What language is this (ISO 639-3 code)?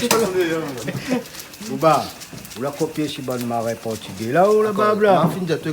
rcf